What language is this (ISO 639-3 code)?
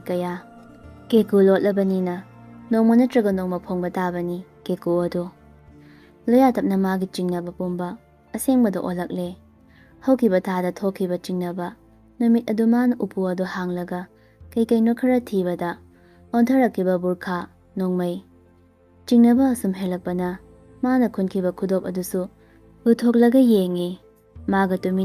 mni